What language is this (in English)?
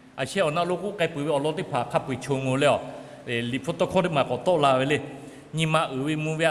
Lahu